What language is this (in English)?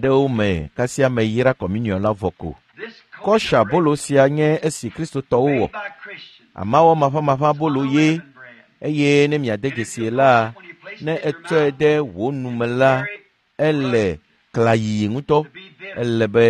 Ewe